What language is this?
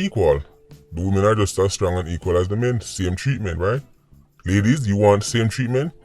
Jamaican Creole English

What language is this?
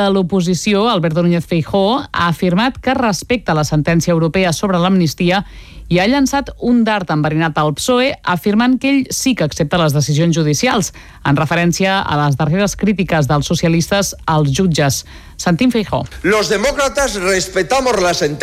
Catalan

